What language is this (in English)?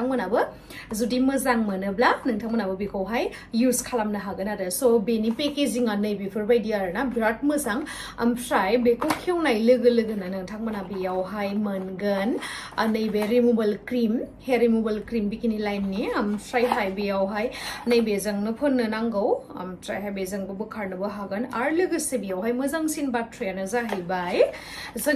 Bodo